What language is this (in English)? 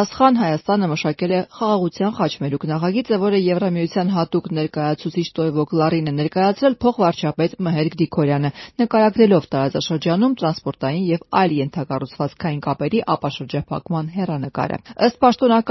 Armenian